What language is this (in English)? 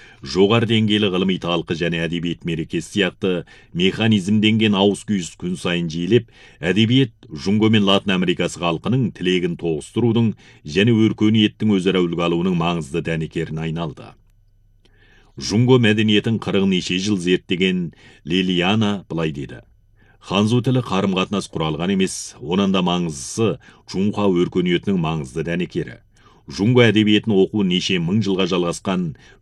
Kazakh